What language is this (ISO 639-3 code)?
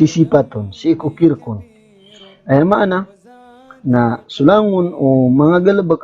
mrw